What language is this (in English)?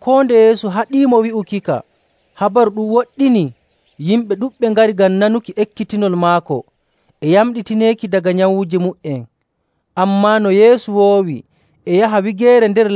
Nigerian Fulfulde